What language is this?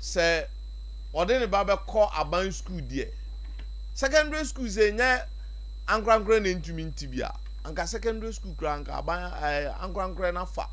Akan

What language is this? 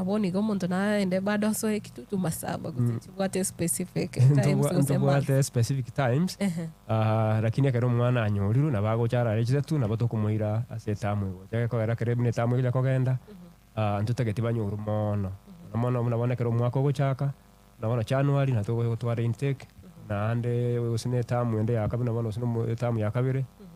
Gusii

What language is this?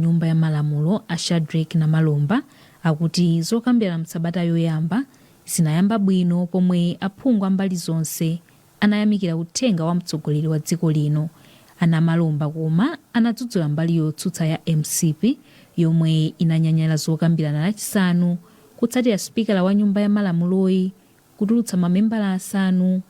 Nyanja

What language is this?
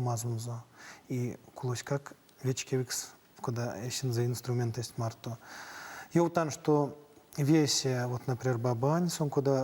Erzya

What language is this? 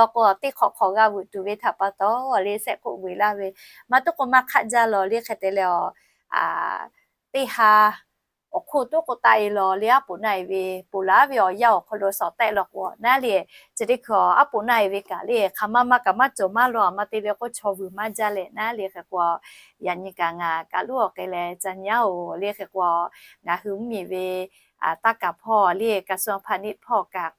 Lahu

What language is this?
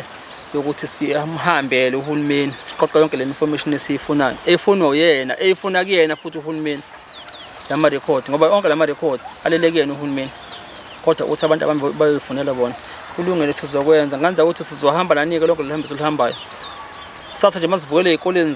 Zulu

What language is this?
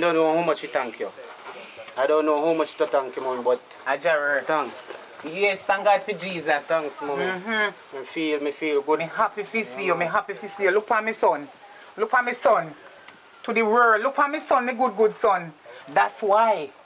Jamaican Creole English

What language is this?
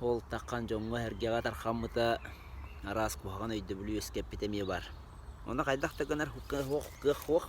Yakut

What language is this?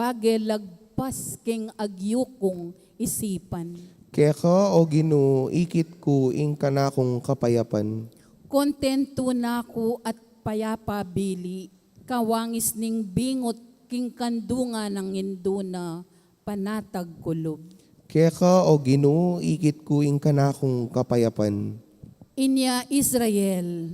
Pampanga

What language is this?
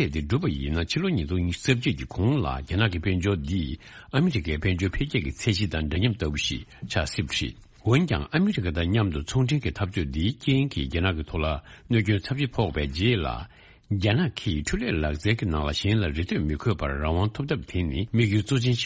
Tibetan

